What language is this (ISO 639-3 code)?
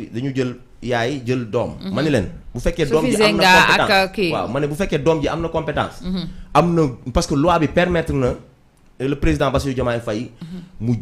wol